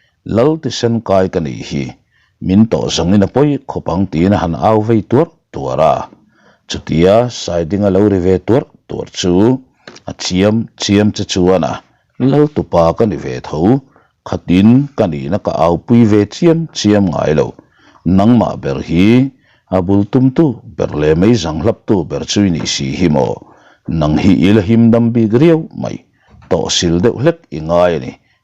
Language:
Mizo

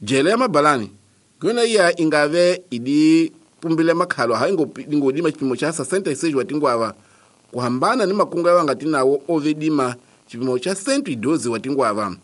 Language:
Tsonga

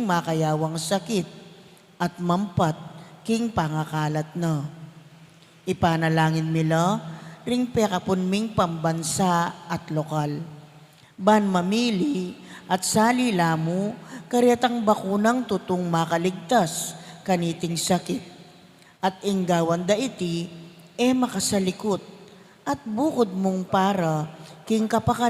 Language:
Pampanga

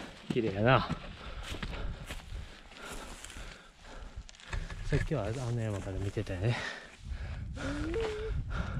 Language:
Japanese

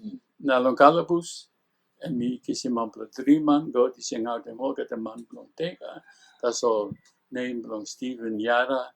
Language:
Tok Pisin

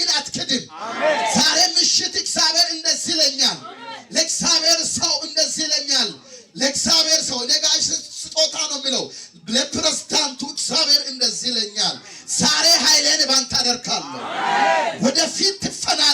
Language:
Amharic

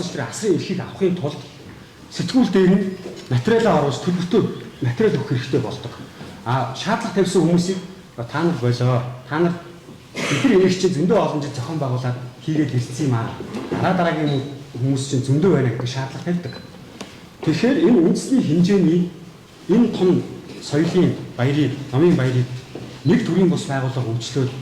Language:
Mongolian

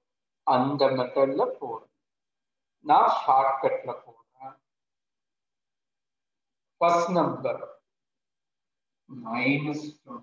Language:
Tamil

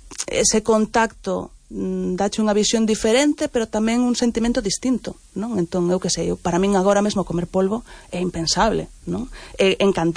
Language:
Galician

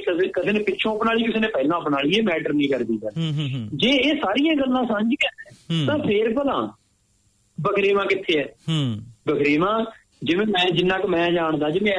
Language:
Punjabi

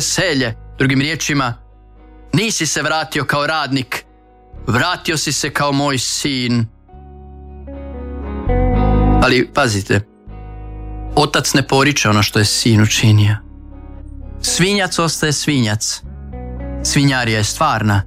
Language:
Croatian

